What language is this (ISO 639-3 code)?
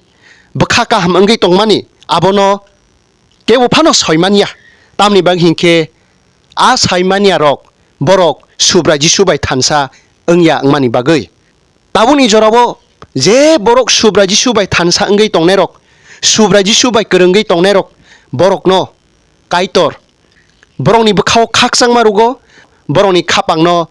trp